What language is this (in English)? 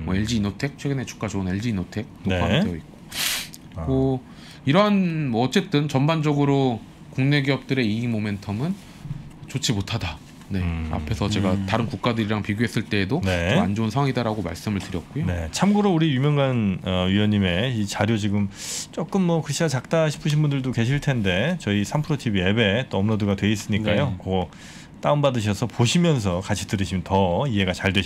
Korean